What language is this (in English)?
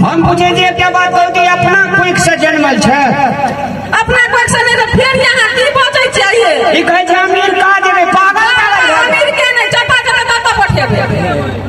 Maithili